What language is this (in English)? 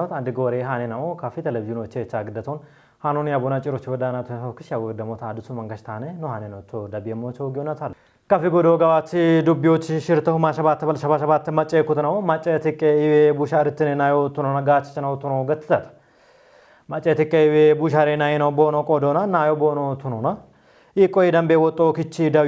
Kafa